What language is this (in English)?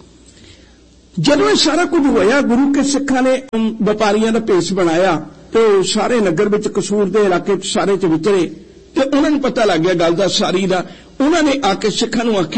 Punjabi